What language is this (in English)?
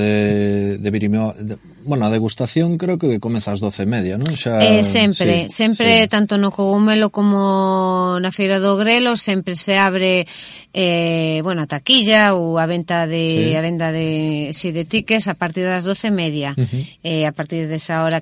Galician